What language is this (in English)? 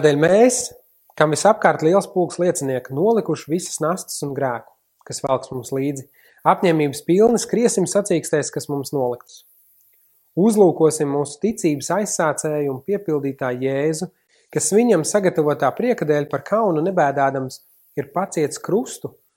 Latvian